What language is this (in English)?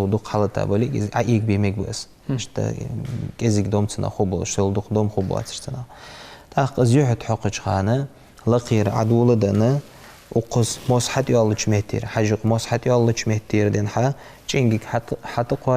Ingush